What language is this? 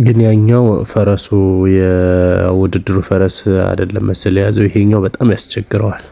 Amharic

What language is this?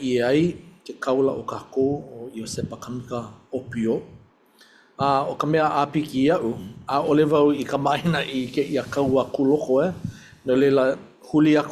Hawaiian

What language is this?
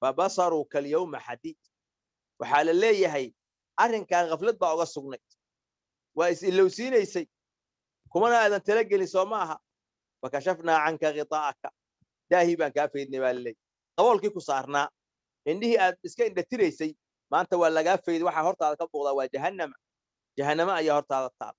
Somali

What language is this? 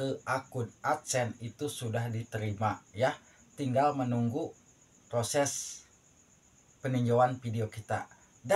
Indonesian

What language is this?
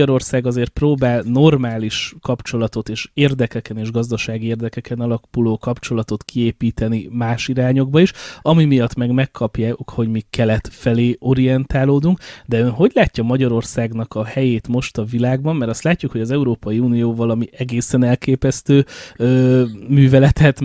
Hungarian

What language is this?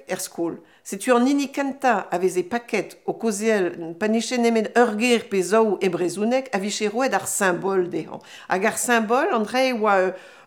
Breton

